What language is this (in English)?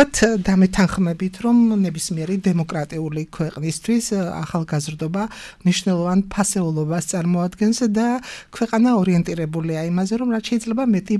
Georgian